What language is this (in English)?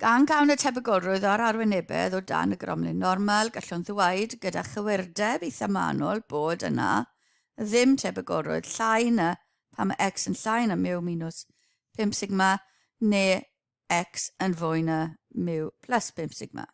Welsh